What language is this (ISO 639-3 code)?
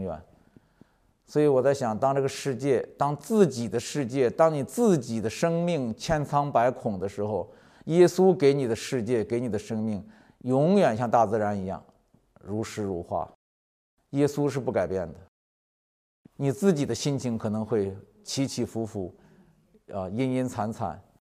zho